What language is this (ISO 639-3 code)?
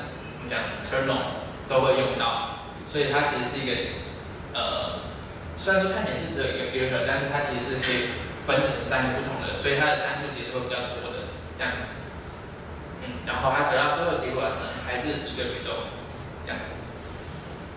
zho